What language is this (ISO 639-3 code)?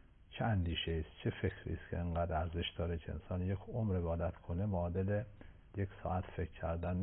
fas